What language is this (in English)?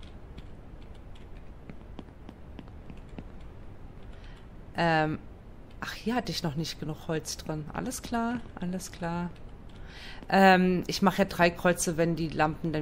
German